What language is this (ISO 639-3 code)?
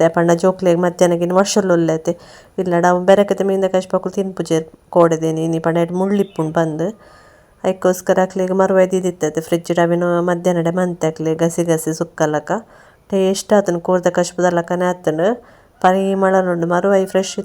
tcy